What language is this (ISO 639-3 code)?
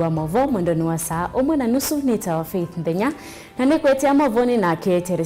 kam